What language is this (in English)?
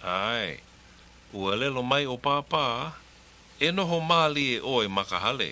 Hawaiian